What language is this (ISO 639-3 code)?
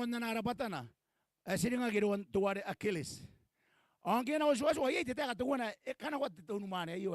gil